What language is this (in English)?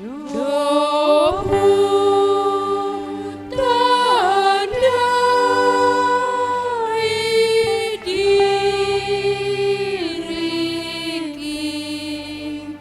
Batak Simalungun